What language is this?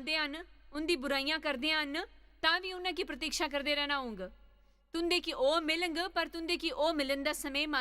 Dogri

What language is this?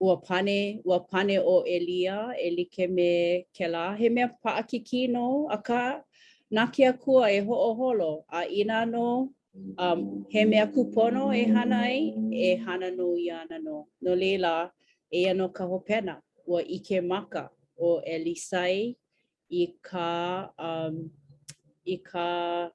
Hawaiian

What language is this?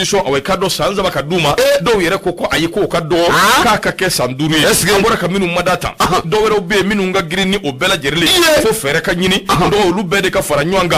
Bambara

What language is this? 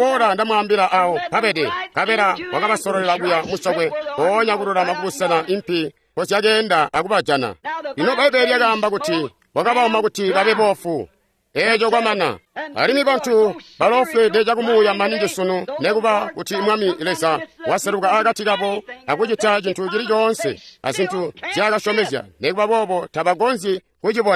Tonga (Zambia)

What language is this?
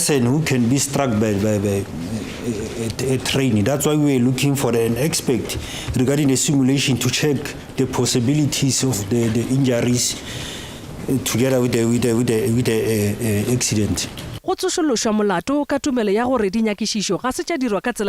Northern Sotho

